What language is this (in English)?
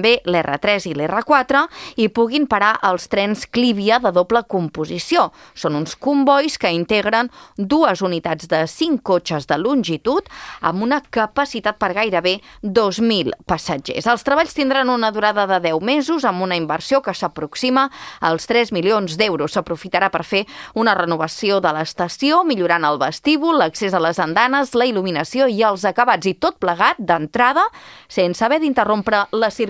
Catalan